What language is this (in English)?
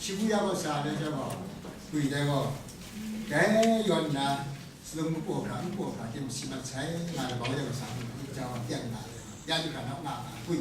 Kachin